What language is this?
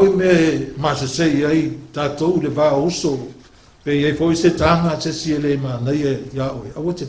Samoan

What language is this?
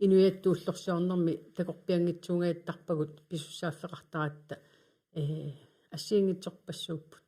Kalaallisut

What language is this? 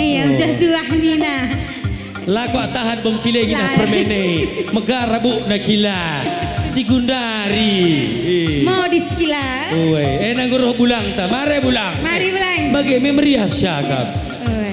Batak Karo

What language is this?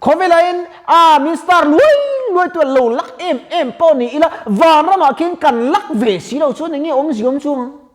Mizo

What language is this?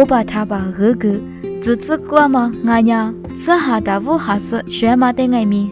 Lisu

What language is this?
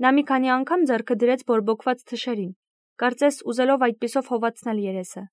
Armenian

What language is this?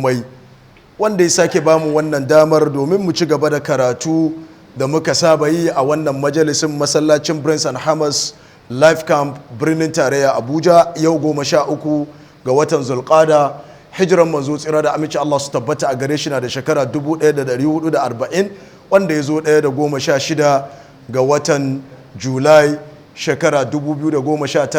Hausa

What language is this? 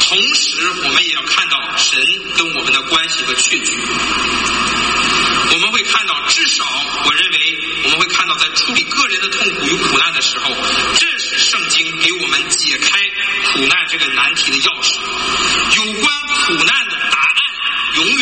Chinese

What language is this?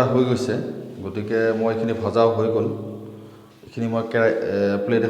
Assamese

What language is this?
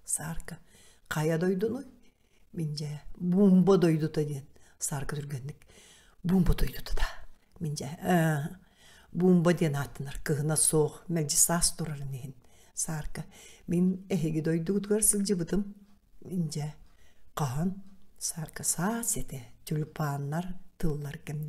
Yakut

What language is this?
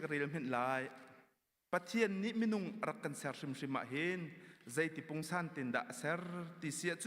Hakha Chin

